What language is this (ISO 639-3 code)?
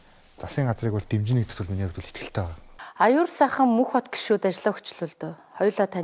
mon